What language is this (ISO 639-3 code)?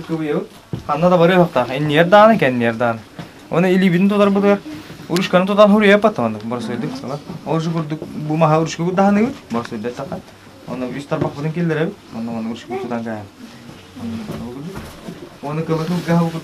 sah